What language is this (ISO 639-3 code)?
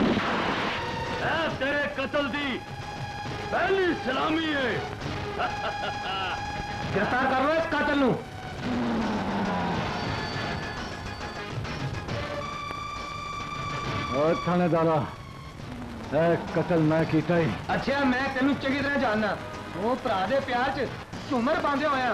pan